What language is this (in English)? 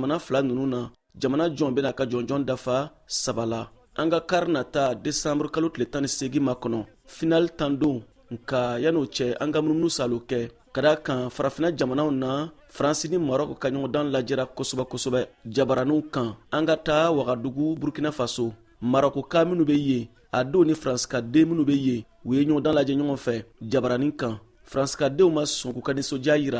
Bambara